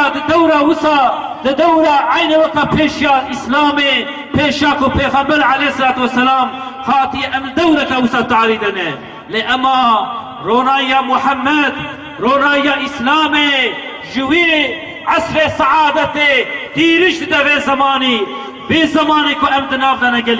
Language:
Kurdish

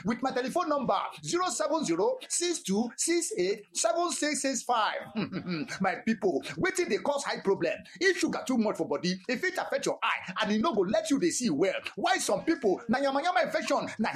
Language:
Nigerian Pidgin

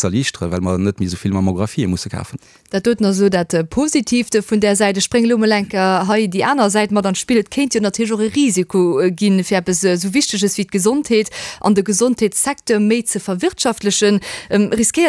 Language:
Luxembourgish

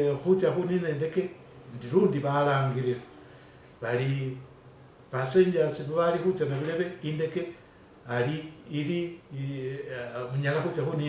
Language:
Masaaba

